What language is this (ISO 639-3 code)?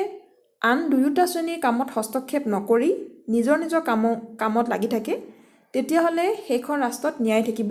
asm